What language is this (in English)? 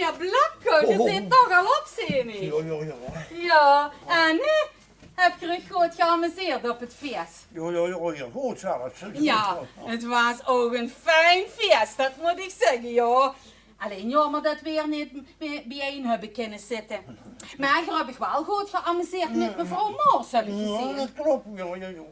Limburgish